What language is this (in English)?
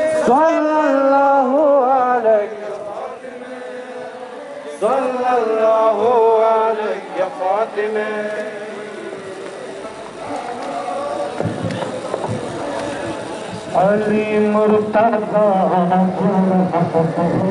Urdu